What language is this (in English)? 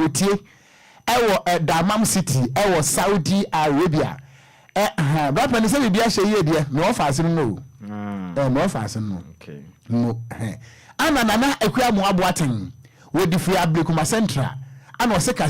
Akan